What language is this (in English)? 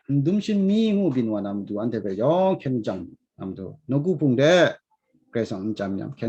Kachin